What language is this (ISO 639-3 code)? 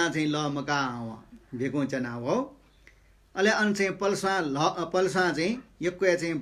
new